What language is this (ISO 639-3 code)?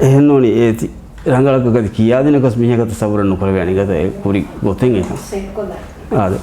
div